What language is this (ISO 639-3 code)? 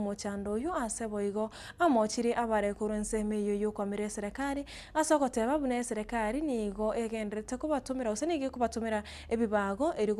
guz